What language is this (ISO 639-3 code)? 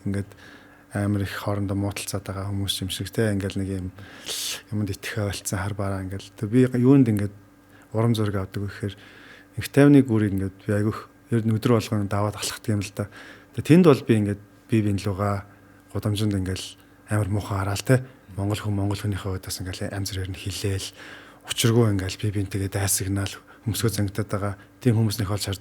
mon